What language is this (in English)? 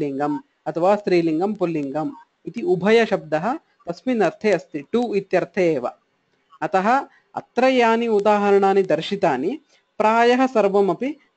Sanskrit